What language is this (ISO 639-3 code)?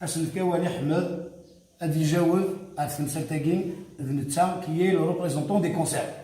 kab